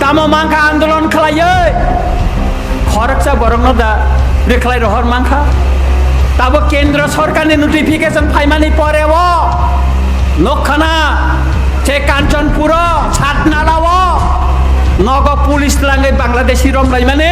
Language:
Kok Borok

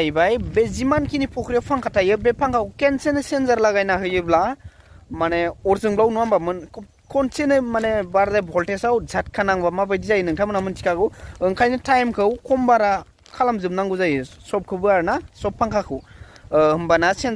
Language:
Bodo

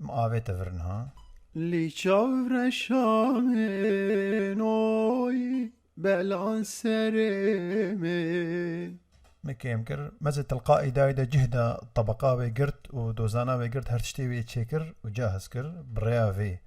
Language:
Kurdish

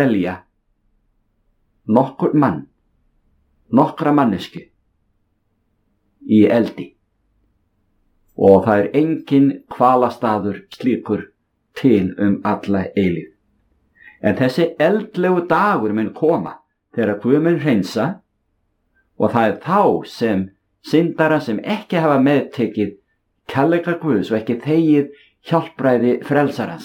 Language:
Icelandic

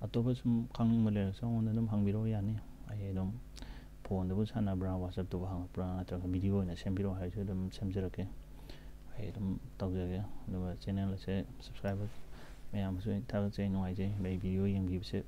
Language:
Manipuri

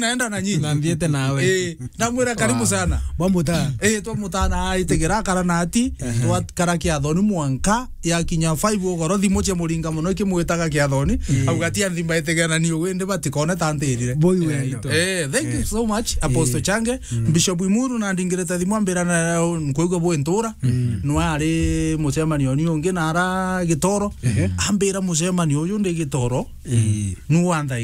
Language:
Meru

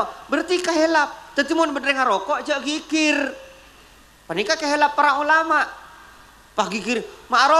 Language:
Madurese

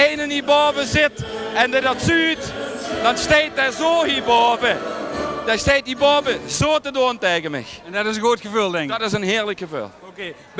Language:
Limburgish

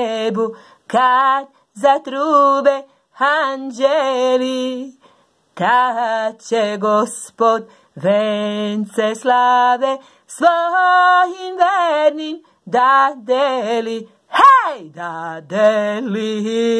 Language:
Serbian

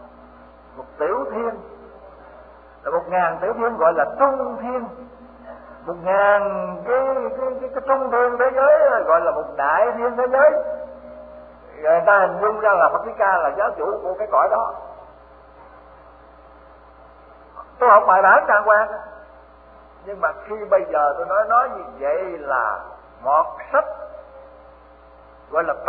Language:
Vietnamese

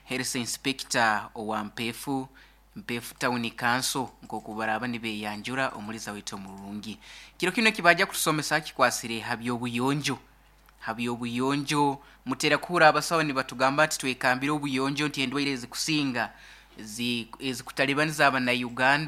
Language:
Nyoro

